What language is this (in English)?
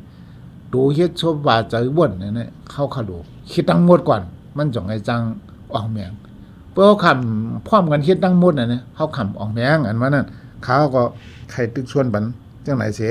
Shan